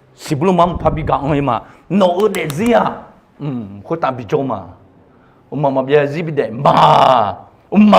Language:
Akha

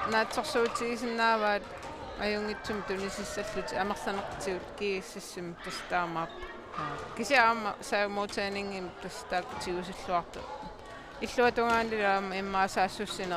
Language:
Kalaallisut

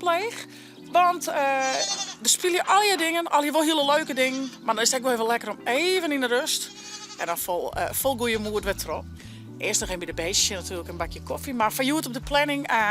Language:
Western Frisian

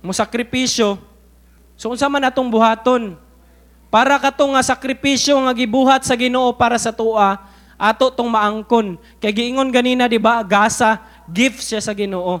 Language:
Cebuano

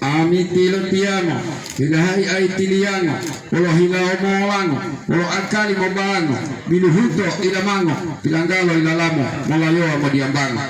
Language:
Gorontalo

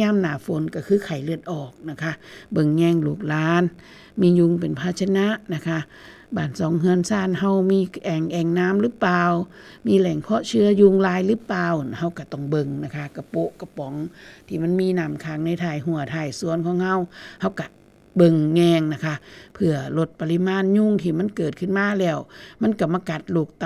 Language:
Northeastern Thai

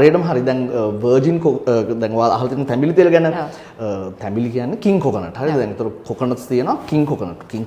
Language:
Sinhala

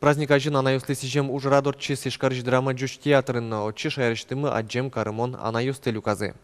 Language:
Udmurt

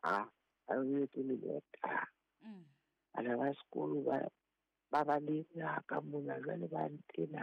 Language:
Southern Sotho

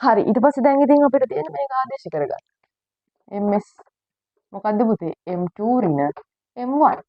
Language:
Sinhala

